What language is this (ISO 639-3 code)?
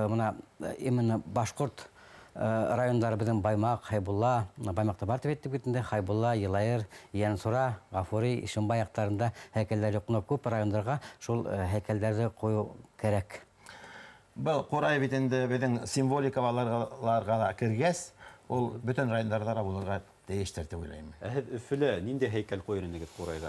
bak